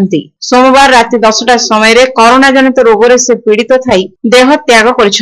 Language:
Odia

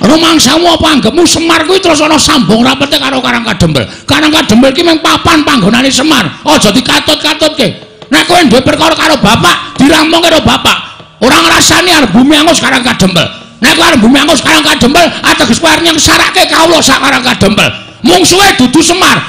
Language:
Javanese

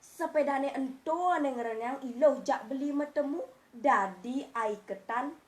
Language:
Balinese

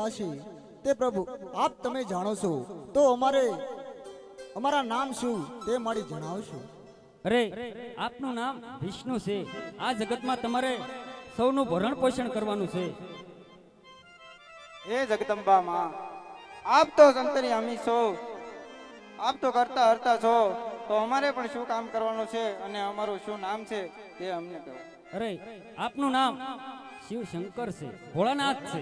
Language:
Gujarati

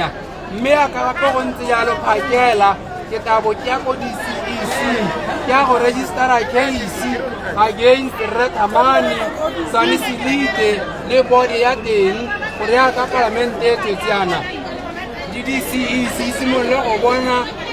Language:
Tswana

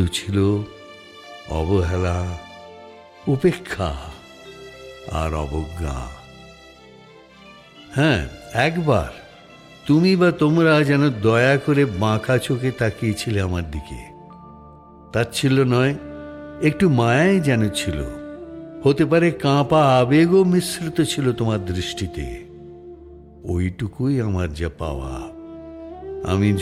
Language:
Bangla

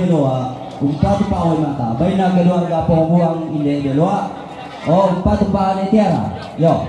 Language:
Toraja-Sa'dan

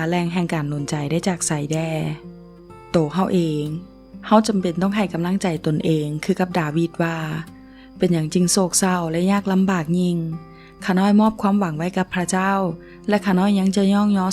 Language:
Lao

